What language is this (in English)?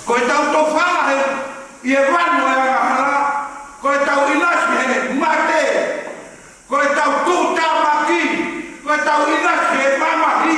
Tongan